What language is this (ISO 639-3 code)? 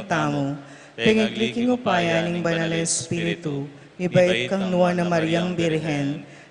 pam